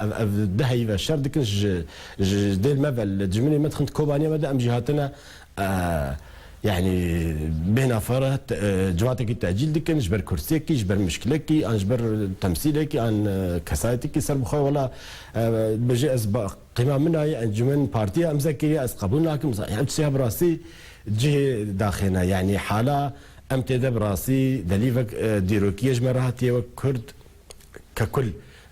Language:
Kurdish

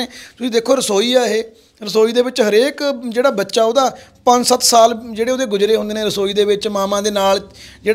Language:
Punjabi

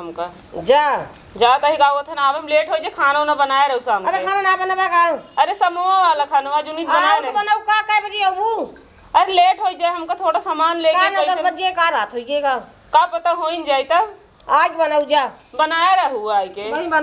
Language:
Awadhi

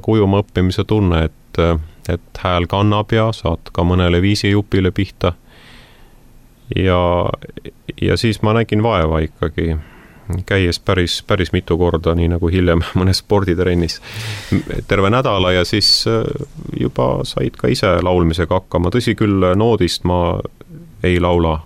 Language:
Estonian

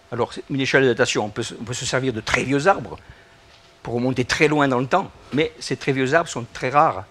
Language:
French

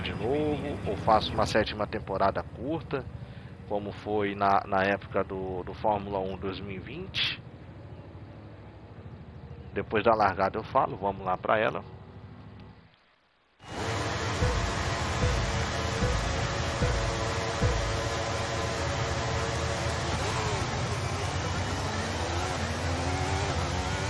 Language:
Portuguese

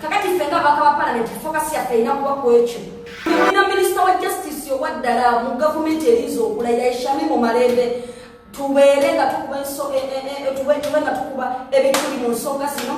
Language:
Ganda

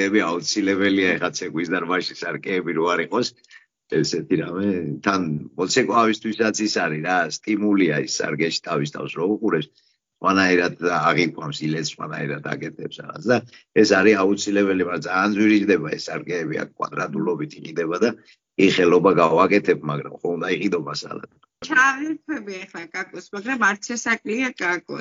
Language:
Georgian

